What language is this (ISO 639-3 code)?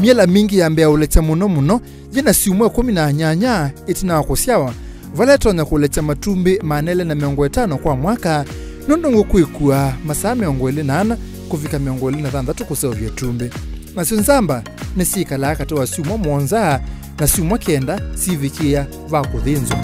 kam